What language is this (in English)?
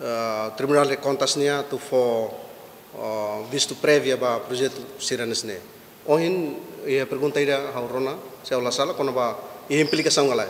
Tetum